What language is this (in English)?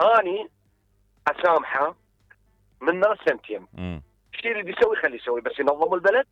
Mesopotamian Arabic